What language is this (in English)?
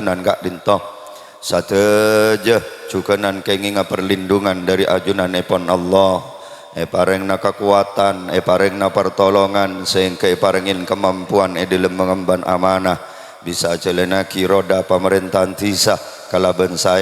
Madurese